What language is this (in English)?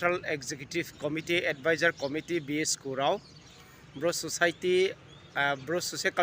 Riang (India)